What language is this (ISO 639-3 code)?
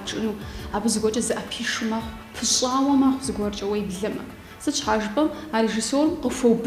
kbd